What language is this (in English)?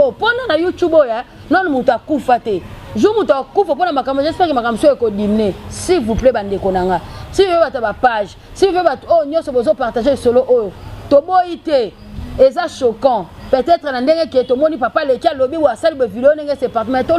Lingala